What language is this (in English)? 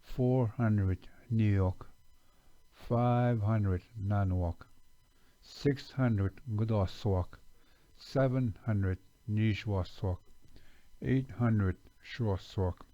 Chippewa